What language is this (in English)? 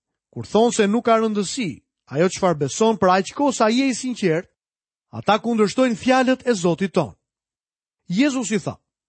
Albanian